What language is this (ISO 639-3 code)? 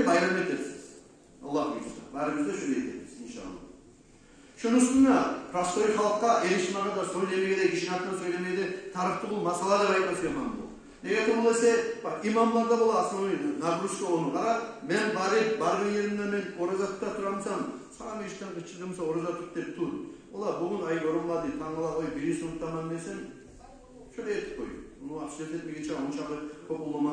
kum